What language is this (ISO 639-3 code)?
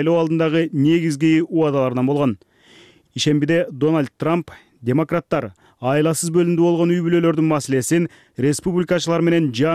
kir